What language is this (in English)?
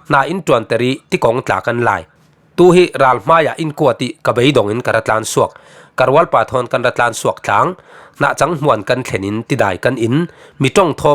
Falam Chin